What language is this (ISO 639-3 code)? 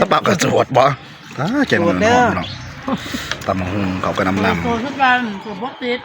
tts